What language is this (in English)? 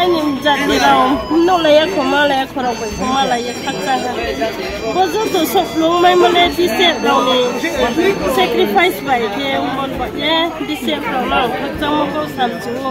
Riang (India)